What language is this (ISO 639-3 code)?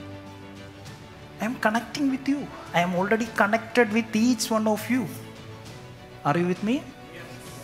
mal